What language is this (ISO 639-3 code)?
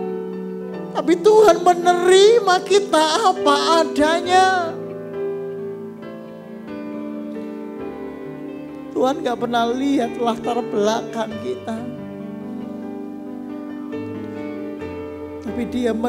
ind